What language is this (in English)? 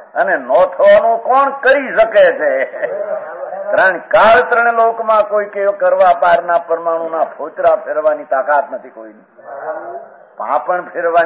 Gujarati